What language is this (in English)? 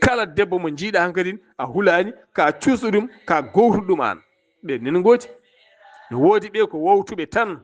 Fula